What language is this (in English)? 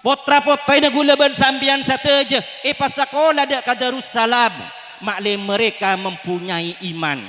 Madurese